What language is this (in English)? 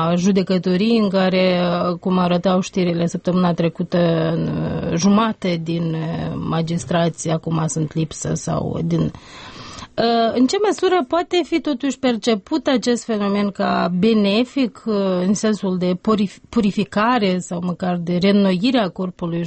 Romanian